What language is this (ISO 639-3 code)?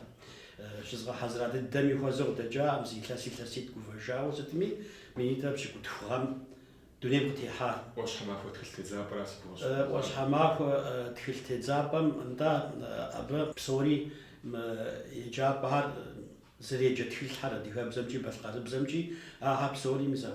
kbd